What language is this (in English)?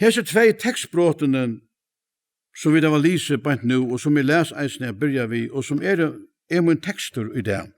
Faroese